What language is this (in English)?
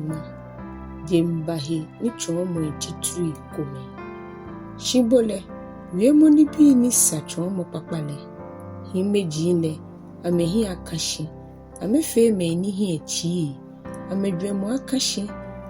Ga